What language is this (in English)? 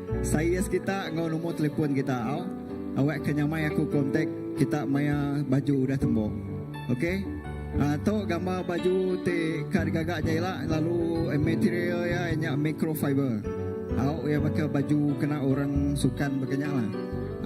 Iban